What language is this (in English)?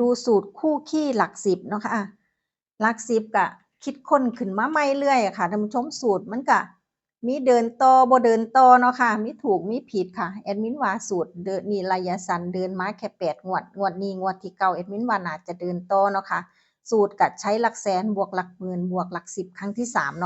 Northeastern Thai